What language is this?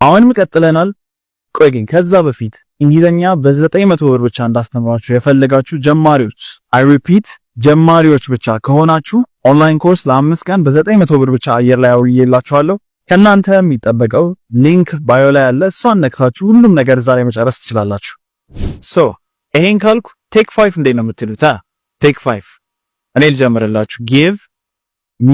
Amharic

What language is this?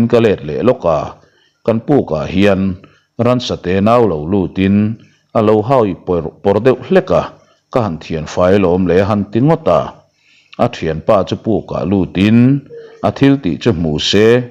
Mizo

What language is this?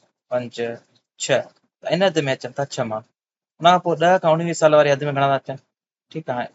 Sindhi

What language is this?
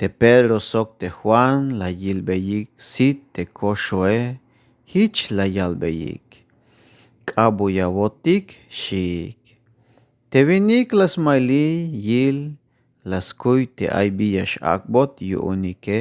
Tzeltal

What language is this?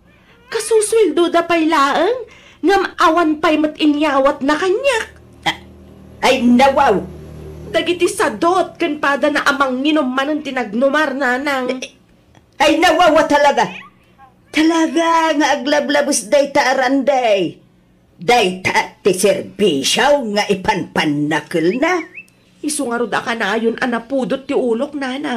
Iloko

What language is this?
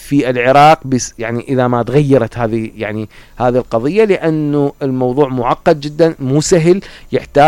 Mesopotamian Arabic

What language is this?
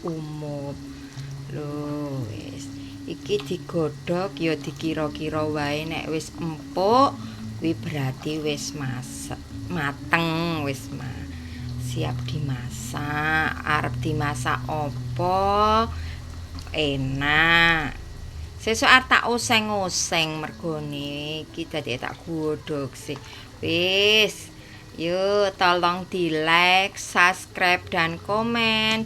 Javanese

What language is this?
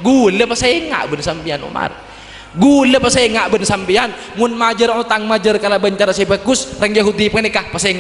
Madurese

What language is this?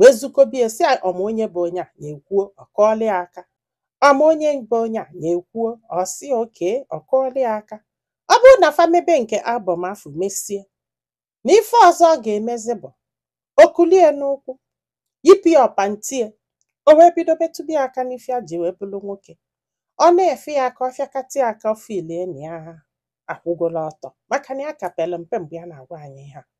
Igbo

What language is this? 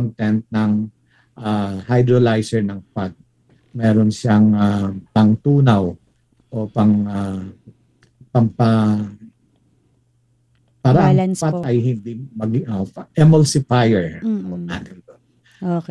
Filipino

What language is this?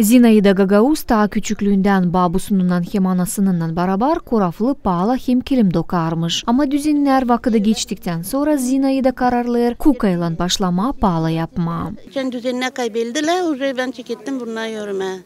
Gagauz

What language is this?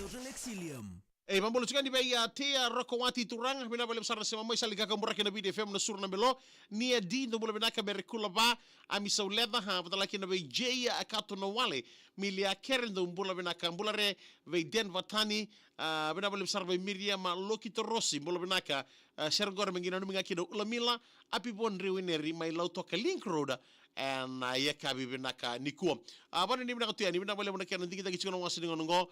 Fijian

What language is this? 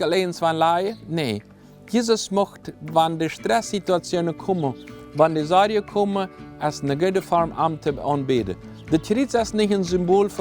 Plautdietsch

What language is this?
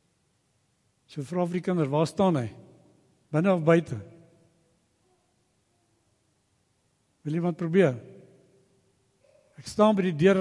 Afrikaans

